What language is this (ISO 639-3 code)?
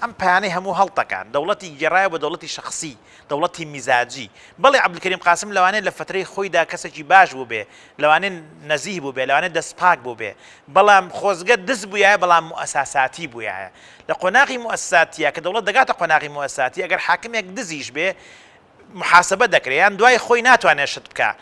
ckb